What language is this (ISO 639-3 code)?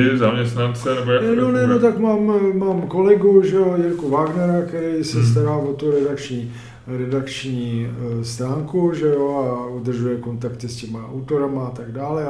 ces